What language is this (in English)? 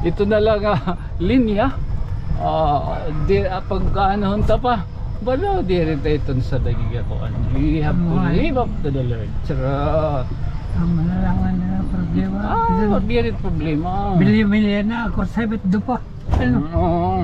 Waray